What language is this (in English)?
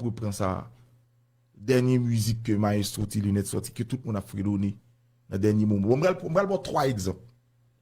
Haitian Creole